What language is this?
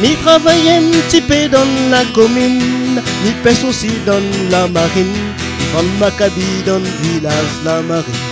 Réunion Creole French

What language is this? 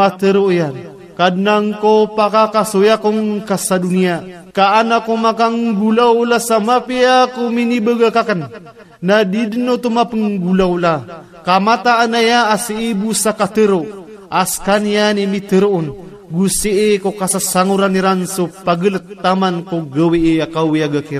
Maranao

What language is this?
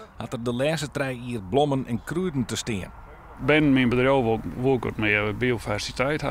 Western Frisian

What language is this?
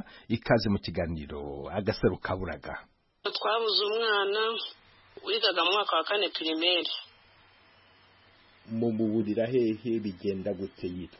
Kinyarwanda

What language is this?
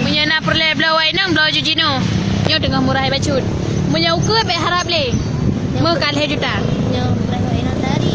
Achinese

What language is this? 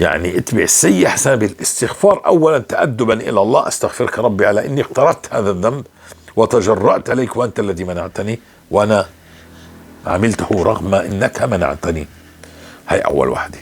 North Levantine Arabic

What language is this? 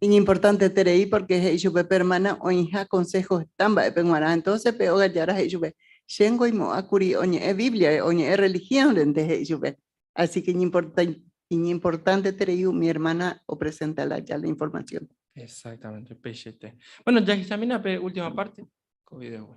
Guarani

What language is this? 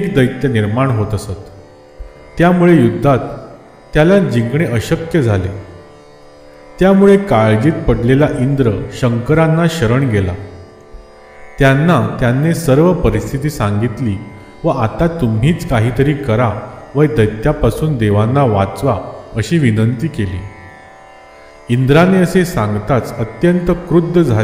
Marathi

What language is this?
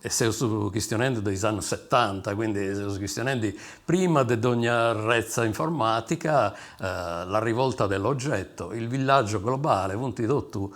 Sardinian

